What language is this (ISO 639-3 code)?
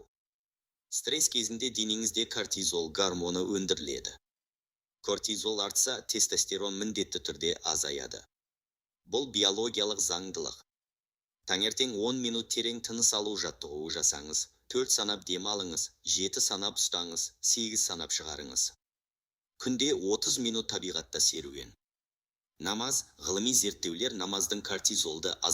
kaz